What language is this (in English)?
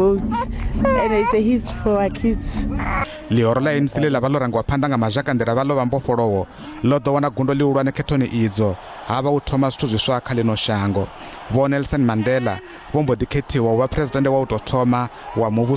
Venda